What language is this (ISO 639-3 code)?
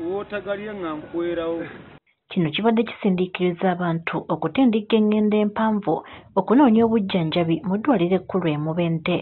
lug